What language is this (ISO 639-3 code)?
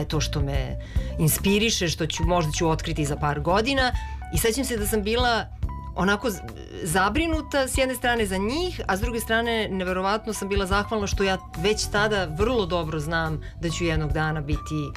srp